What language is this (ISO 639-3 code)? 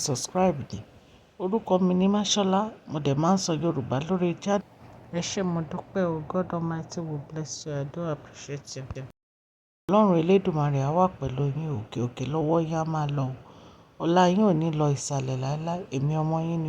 yor